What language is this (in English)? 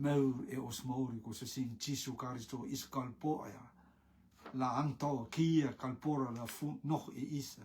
Rotuman